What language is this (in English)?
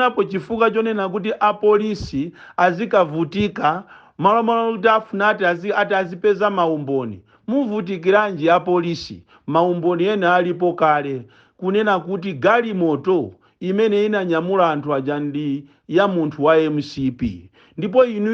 Nyanja